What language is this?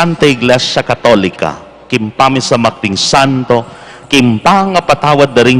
Pampanga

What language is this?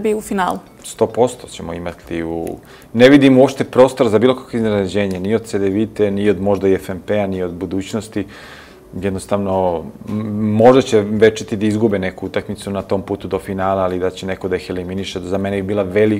Serbian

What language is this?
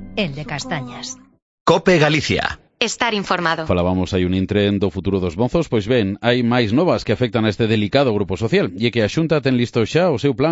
Galician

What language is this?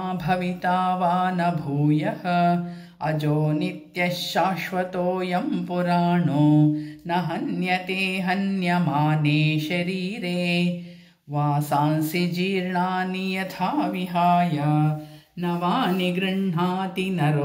Sanskrit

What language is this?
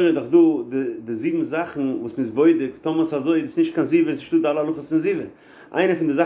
Yiddish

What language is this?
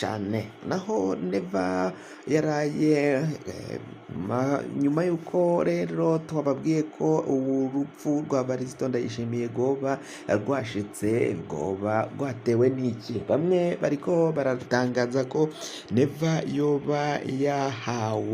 Rundi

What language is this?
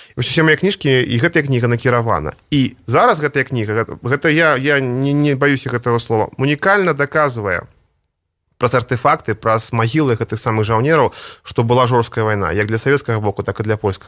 Belarusian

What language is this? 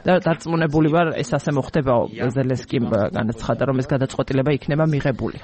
Georgian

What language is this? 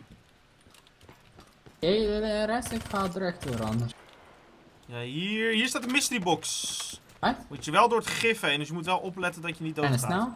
Dutch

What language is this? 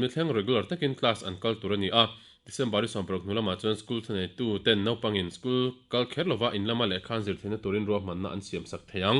Mizo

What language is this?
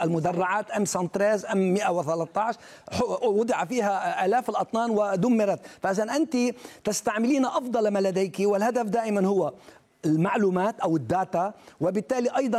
Arabic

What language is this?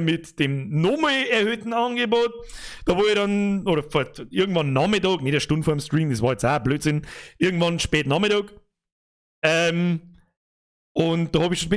Bavarian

